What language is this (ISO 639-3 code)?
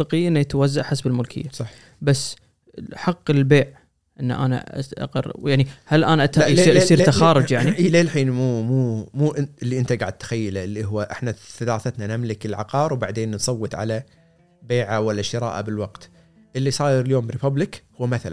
afb